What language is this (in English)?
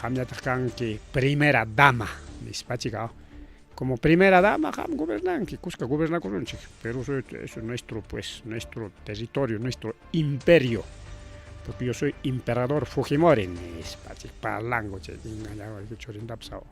Ayacucho Quechua